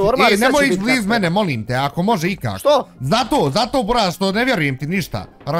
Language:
Bosnian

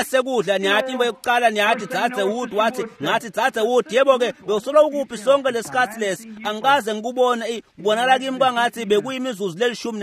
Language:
Swati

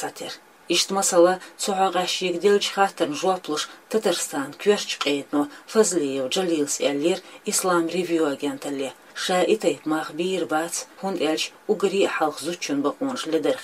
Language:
Chechen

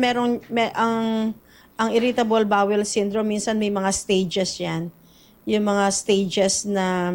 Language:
Filipino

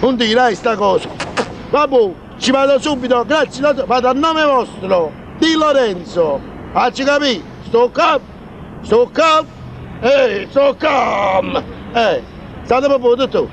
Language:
Neapolitan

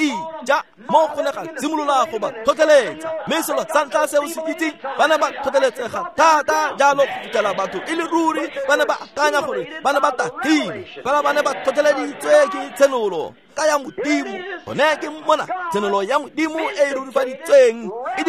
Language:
Tswana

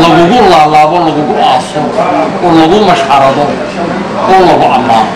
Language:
Somali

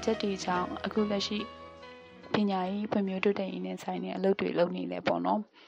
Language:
Burmese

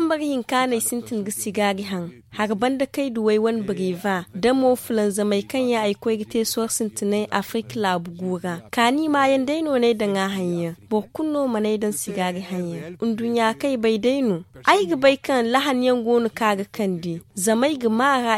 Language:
Zarma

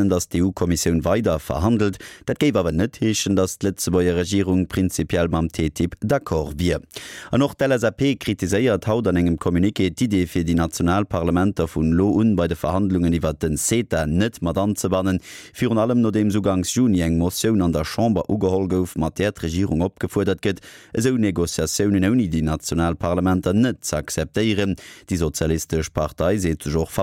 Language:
Luxembourgish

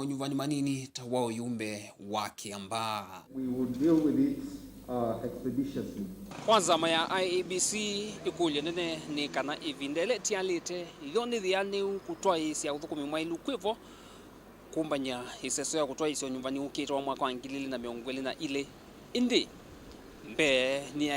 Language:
Kamba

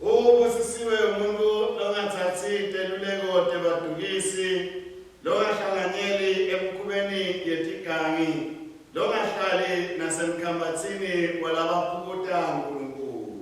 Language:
Swati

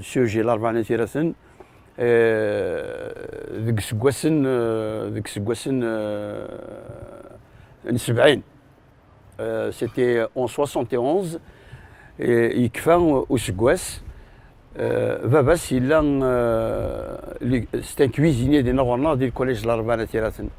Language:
Kabyle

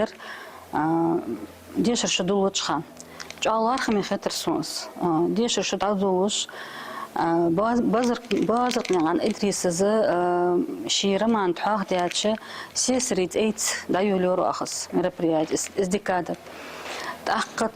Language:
Ingush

